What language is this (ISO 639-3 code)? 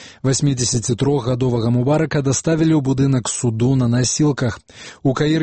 bel